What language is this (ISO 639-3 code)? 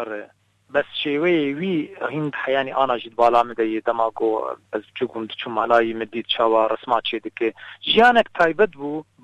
kur